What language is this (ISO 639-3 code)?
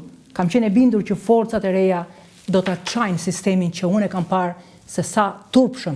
sqi